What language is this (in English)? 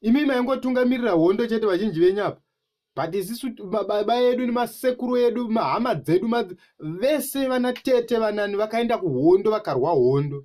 Shona